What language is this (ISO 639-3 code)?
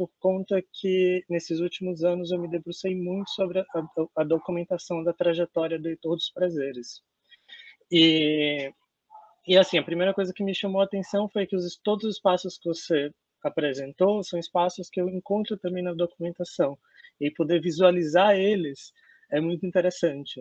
por